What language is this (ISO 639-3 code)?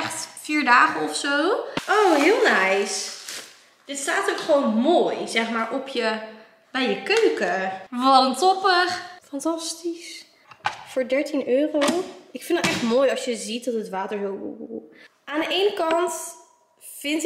nld